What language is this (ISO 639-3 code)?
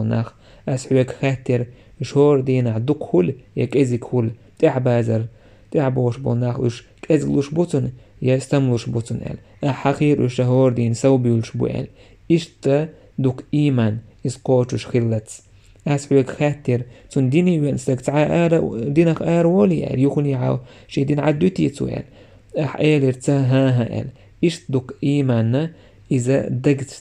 che